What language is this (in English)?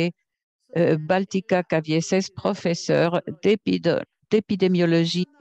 French